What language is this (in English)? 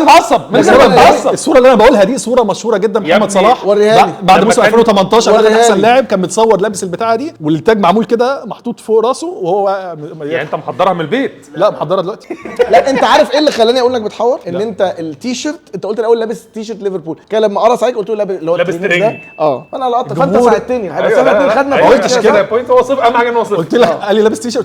Egyptian Arabic